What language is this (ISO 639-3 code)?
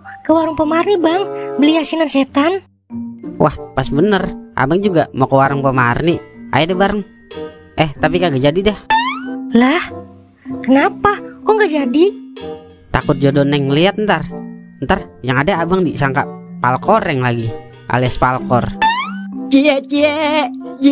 bew